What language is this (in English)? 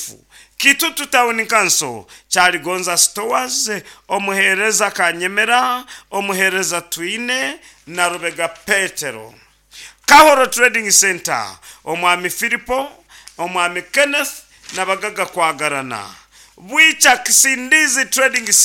Nyankole